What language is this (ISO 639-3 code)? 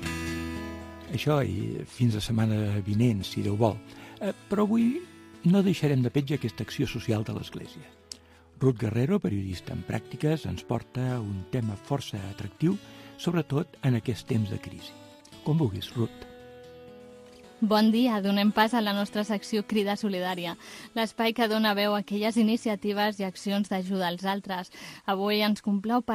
cat